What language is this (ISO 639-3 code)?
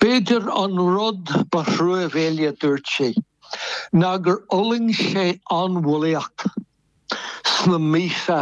gle